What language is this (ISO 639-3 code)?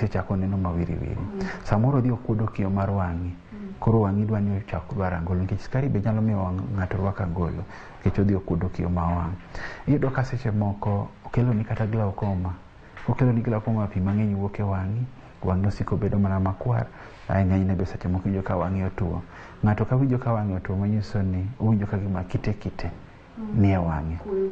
luo